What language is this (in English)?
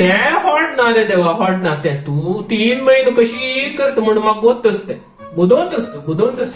Konkani